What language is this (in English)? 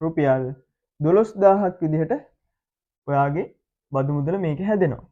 Sinhala